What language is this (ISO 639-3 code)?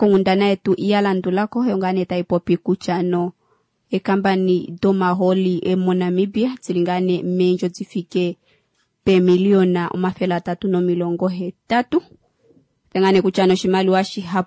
kua